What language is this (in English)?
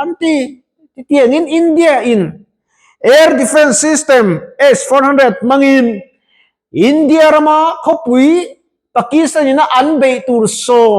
Mizo